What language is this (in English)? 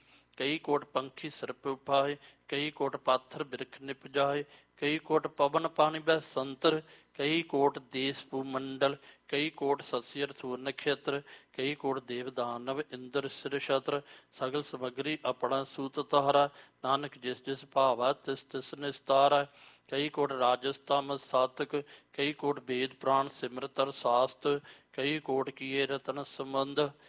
Punjabi